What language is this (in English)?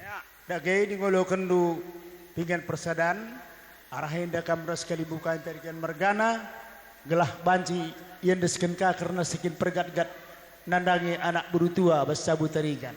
Batak Karo